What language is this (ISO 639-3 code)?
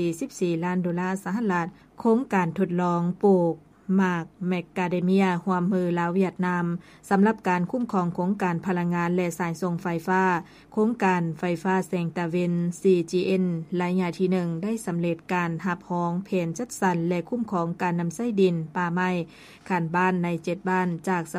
lao